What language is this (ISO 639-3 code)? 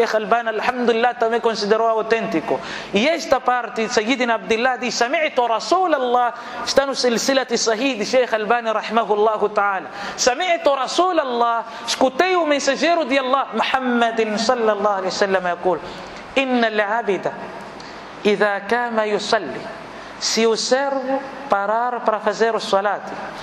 por